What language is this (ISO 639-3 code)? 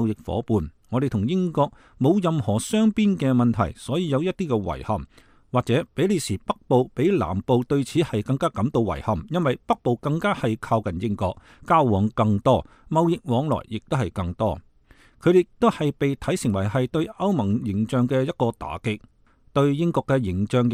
yue